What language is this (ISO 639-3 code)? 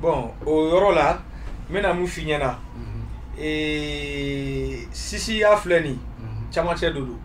bam